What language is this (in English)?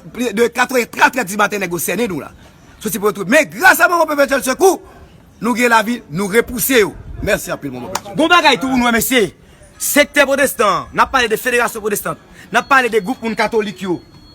Haitian Creole